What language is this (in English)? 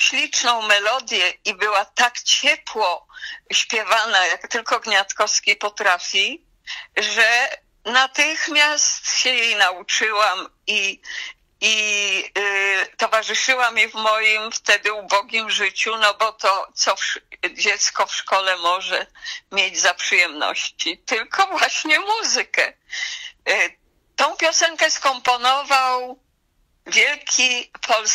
Polish